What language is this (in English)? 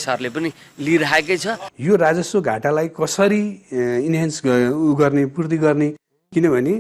Nepali